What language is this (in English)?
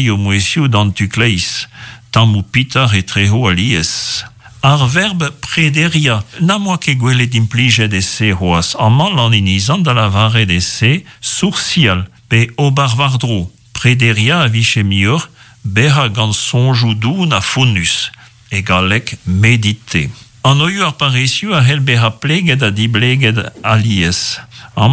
Breton